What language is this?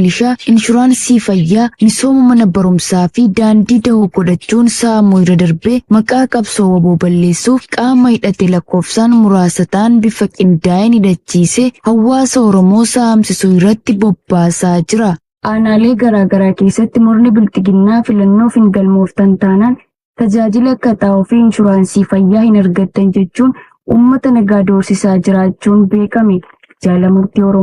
Oromo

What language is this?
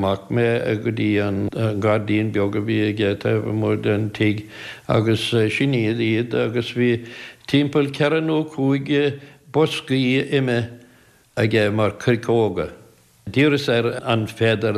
Irish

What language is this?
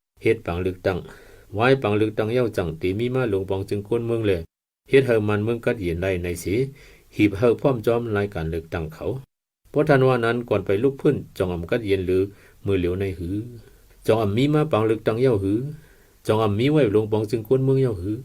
Shan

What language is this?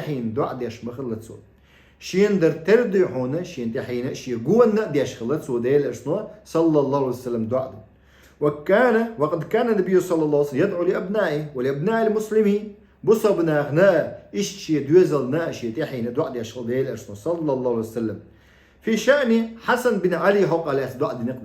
Chechen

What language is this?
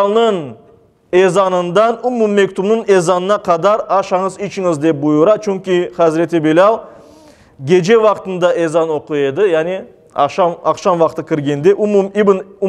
Crimean Tatar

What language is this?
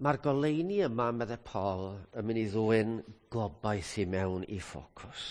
Welsh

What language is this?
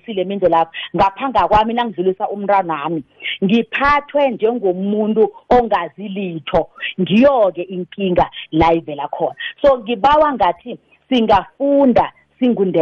South Ndebele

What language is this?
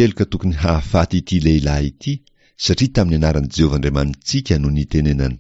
Malagasy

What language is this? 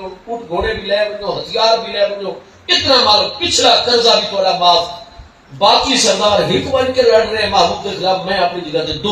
Saraiki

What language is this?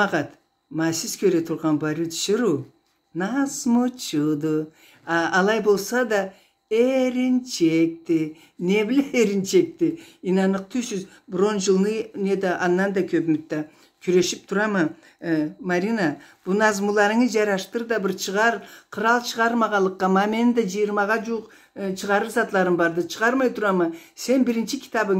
Karachay-Balkar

